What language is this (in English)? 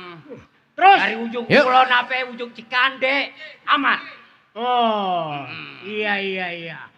Betawi